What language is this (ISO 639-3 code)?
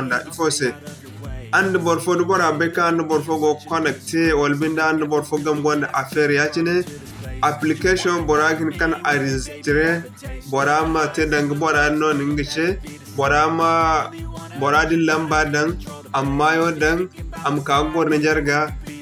dje